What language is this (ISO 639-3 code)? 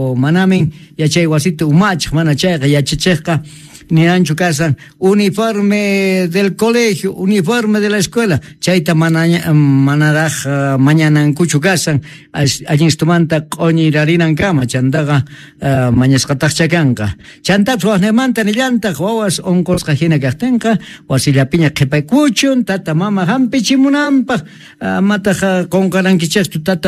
quh